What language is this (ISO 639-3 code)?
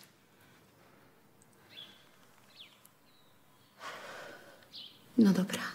pol